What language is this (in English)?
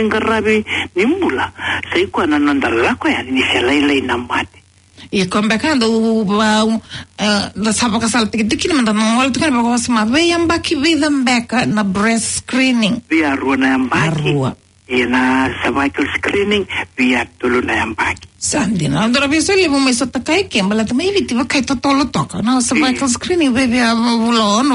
Fijian